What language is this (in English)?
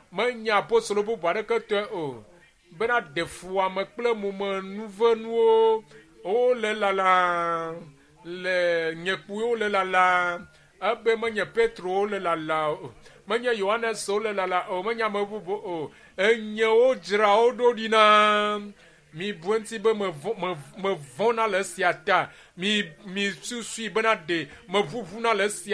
Ewe